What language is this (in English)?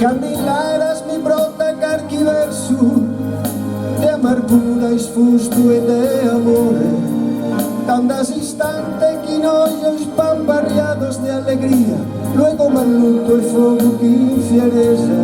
Sardinian